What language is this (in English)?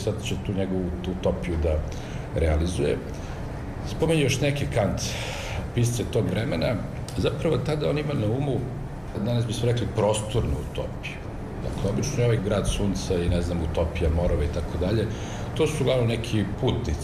Serbian